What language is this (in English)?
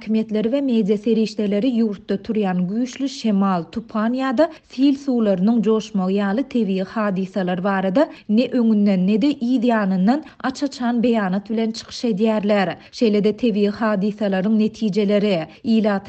Turkmen